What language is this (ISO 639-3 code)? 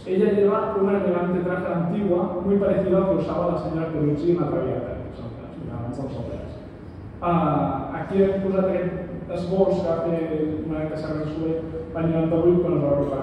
cat